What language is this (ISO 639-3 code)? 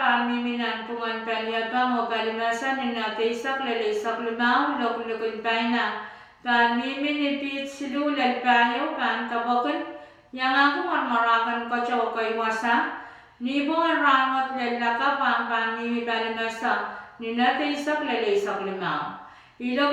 pon